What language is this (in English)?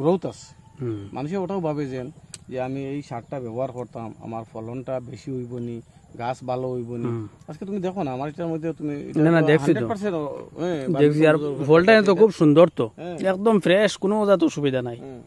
Sylheti